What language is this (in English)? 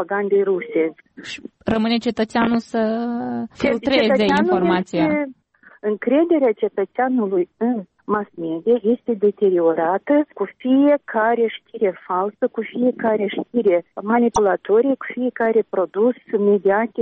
Romanian